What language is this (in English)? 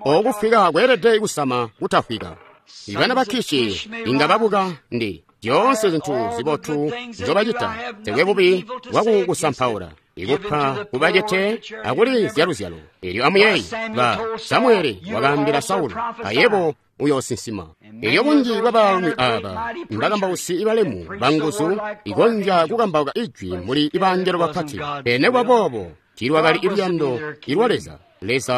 Tonga (Zambia)